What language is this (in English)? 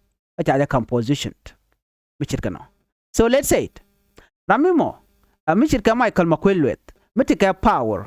Nuer